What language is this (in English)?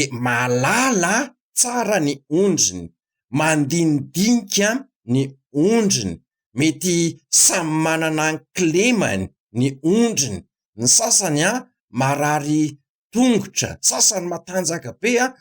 Malagasy